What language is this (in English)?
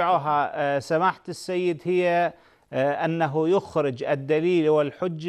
Arabic